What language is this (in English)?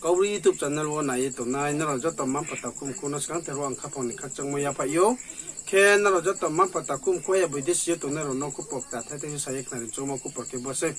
Riang (India)